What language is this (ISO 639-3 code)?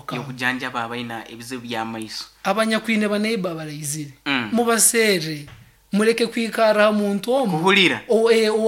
nyo